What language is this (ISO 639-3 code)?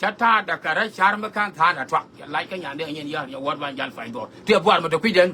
nus